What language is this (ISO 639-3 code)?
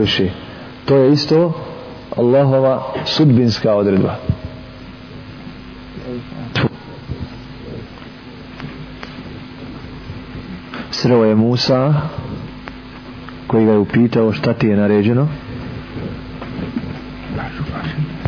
bos